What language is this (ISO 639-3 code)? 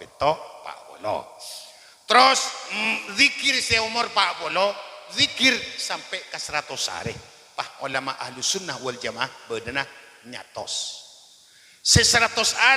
mad